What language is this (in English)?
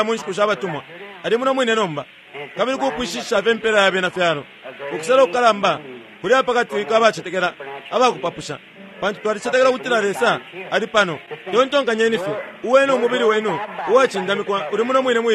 Bemba